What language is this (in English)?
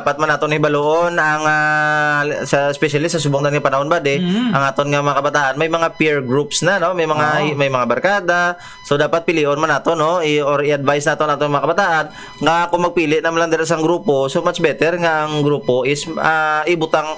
Hiligaynon